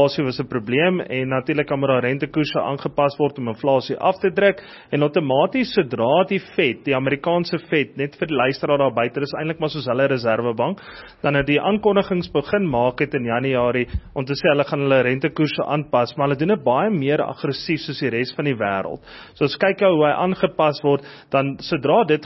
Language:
Afrikaans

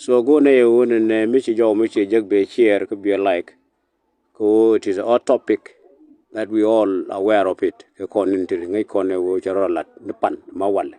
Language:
Nuer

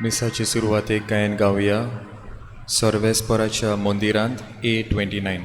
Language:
Konkani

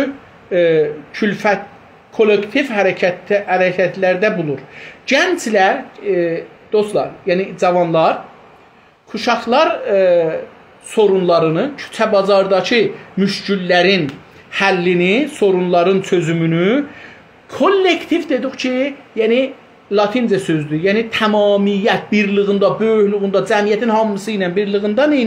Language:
South Azerbaijani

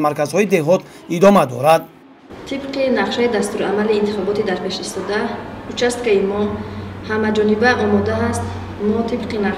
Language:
Tajik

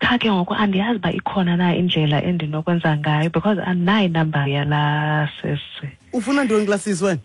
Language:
Xhosa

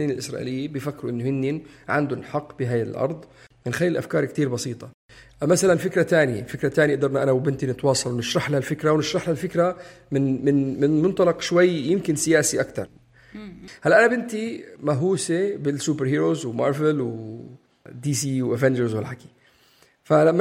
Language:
North Levantine Arabic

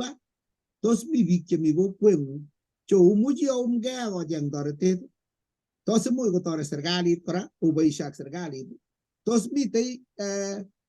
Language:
Kalenjin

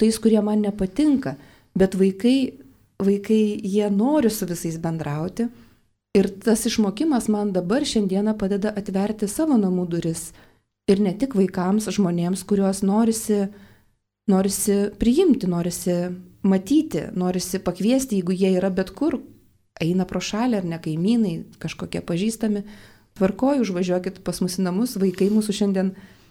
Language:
Lithuanian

